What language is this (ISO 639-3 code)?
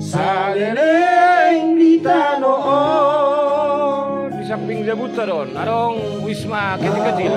bbc